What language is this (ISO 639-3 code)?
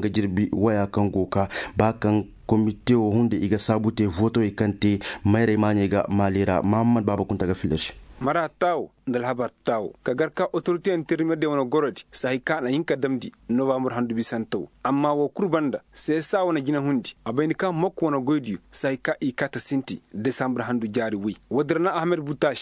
ses